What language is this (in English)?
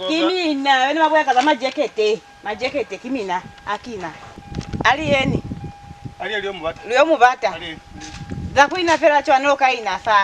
Lozi